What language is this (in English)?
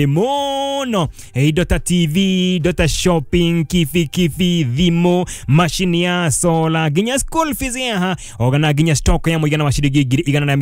Kikuyu